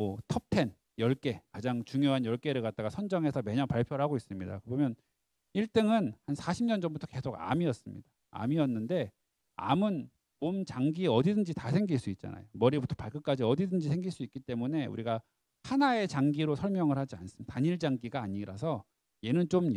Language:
Korean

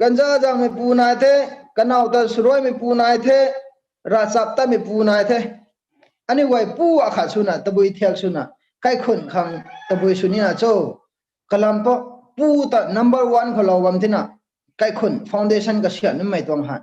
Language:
Rongmei Naga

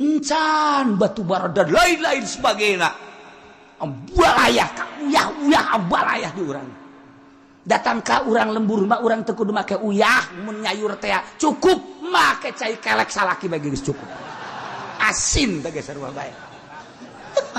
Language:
Sundanese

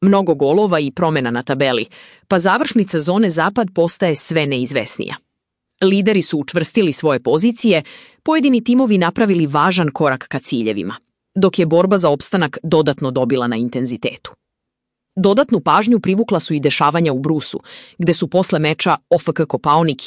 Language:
Serbian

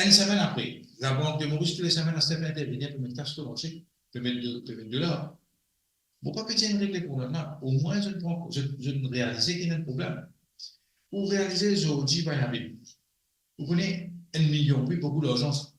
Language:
Morisyen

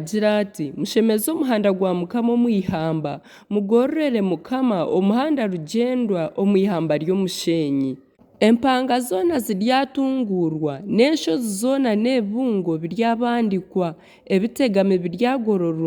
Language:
Nyankole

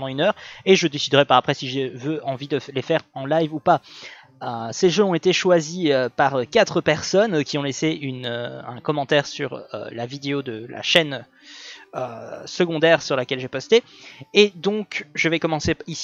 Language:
French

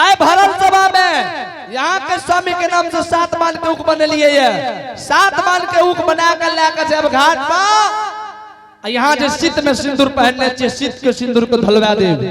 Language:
Angika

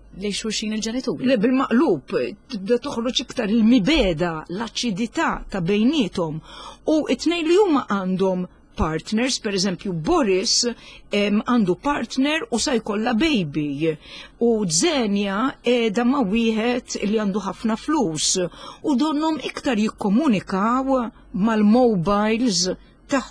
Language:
Maltese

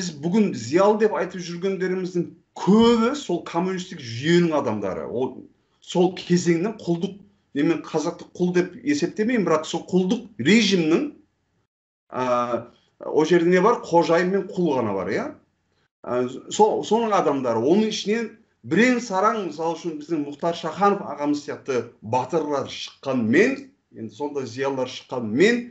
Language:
Kazakh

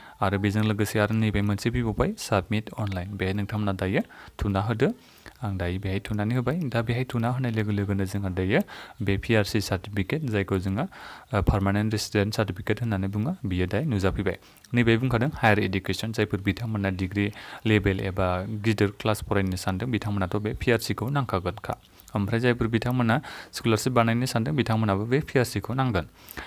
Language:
Bodo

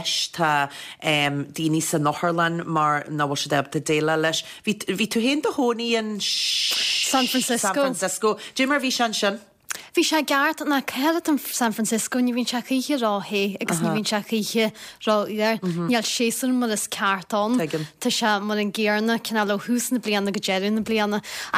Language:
Irish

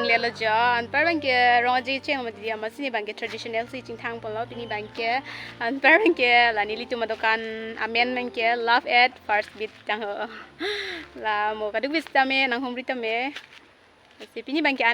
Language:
Karbi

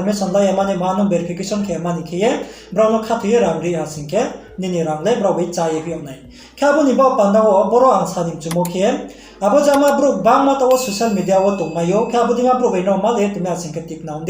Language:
Riang (India)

